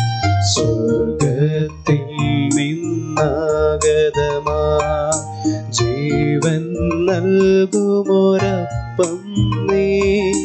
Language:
Malayalam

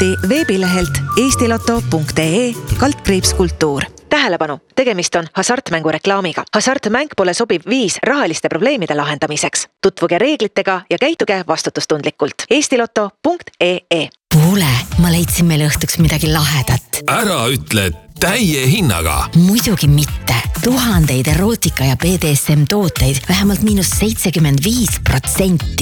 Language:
Estonian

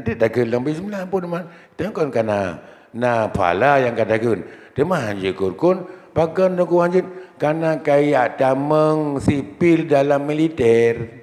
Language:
Achinese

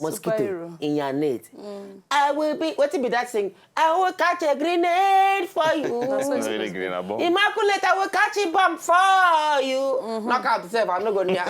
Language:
Nigerian Pidgin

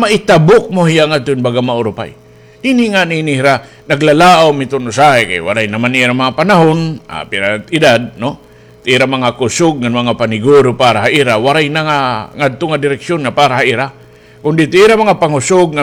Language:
Waray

